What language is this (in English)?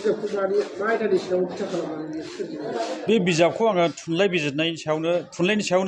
Bodo